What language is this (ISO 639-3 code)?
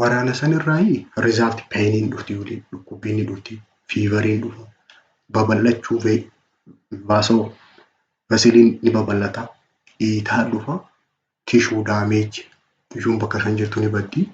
orm